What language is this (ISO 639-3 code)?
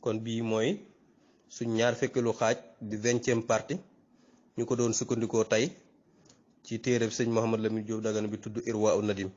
wol